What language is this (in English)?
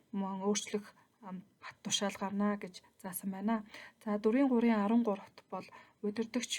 Mongolian